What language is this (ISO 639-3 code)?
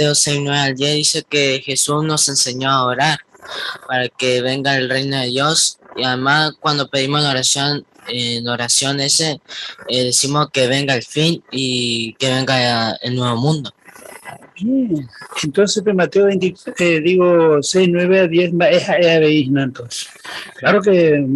grn